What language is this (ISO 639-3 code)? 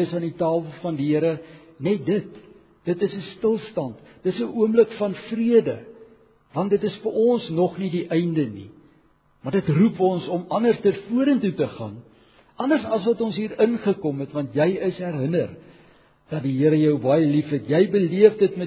afr